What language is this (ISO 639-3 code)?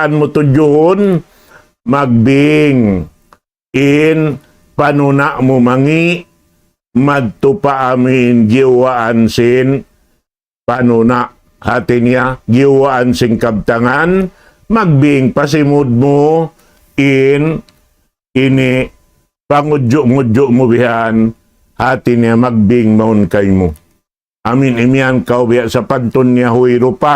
tsg